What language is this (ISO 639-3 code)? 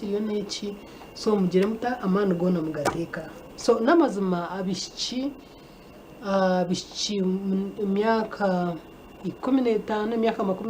nyn